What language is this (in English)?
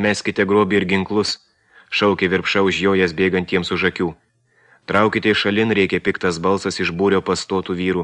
Lithuanian